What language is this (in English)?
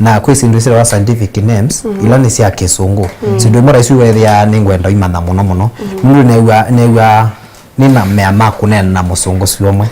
Kamba